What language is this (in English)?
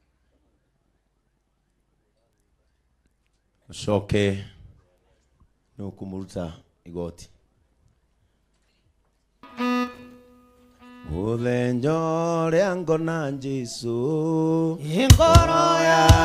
Kikuyu